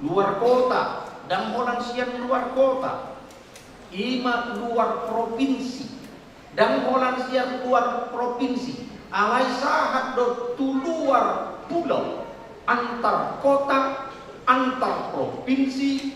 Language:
Batak Toba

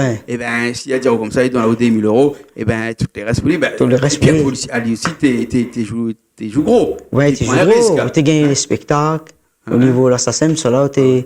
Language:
Réunion Creole French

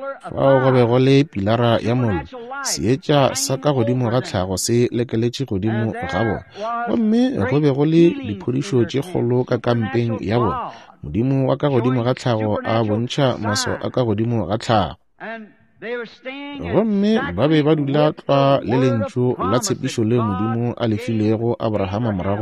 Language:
Northern Sotho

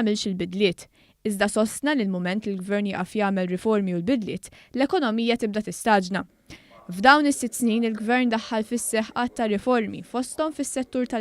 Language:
Maltese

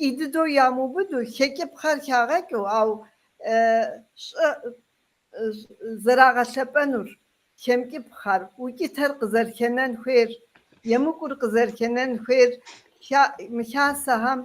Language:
Kabardian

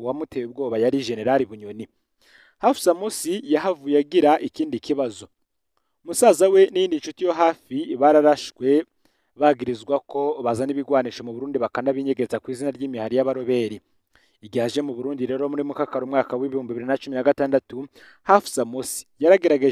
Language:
Rundi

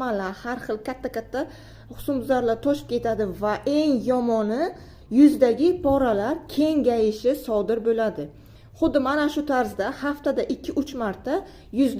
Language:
Uzbek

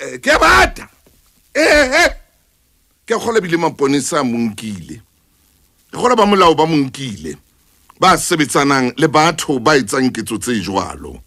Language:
Southern Sotho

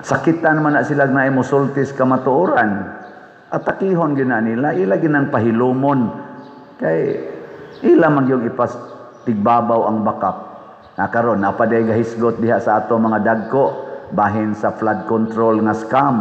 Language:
Cebuano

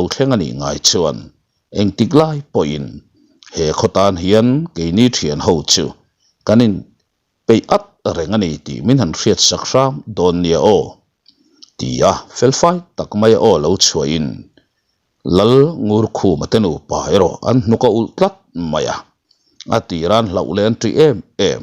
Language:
Mizo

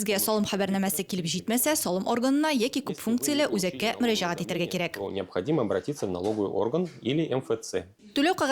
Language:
Tatar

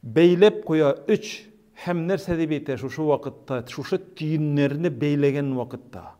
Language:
Tatar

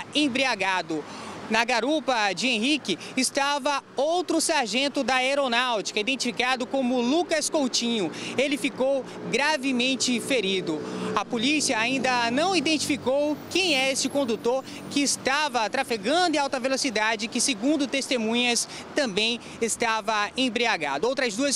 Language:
Portuguese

